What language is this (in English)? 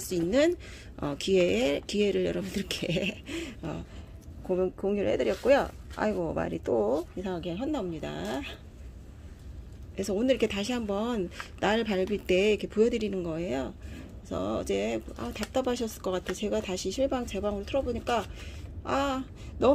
Korean